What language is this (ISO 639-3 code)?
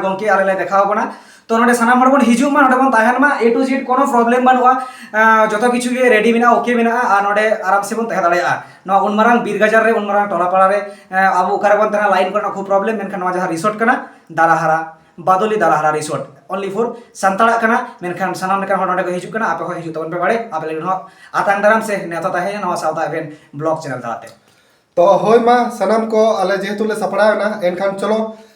sat